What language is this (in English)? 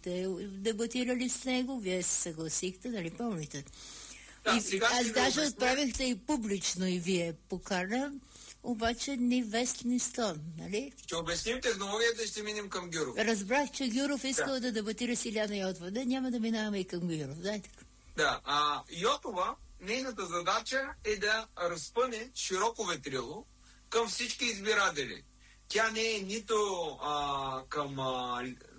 Bulgarian